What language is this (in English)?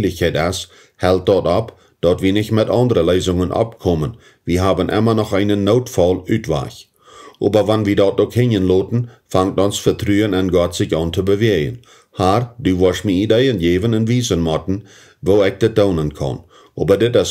Plautdietsch